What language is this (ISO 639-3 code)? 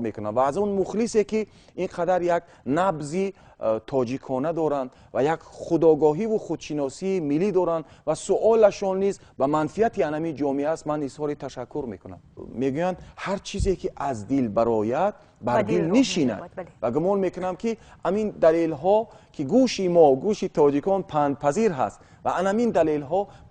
tgk